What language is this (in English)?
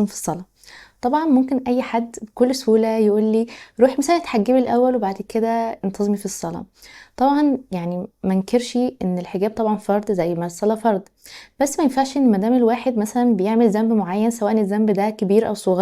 Egyptian Arabic